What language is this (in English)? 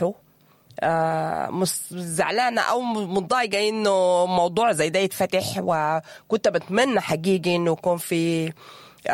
Sudanese Arabic